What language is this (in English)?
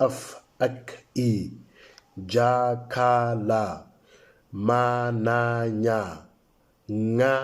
Moro